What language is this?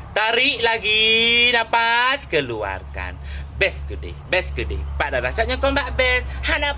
Achinese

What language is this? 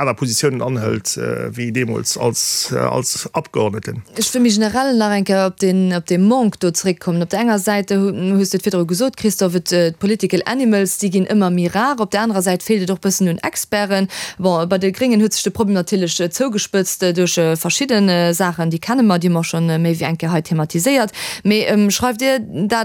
Luxembourgish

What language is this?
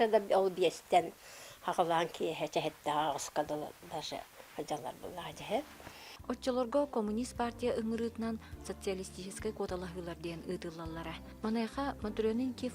Yakut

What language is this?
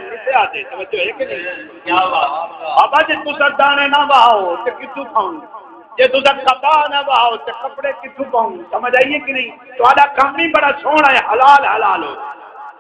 Saraiki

